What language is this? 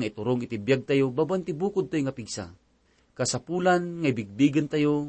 Iloko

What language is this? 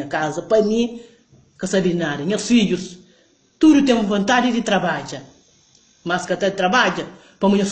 Kabuverdianu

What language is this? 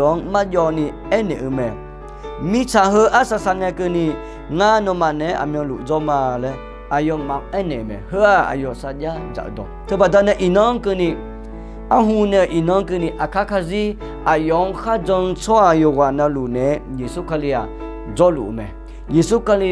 Akha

